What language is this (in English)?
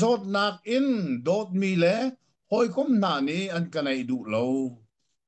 Hakha Chin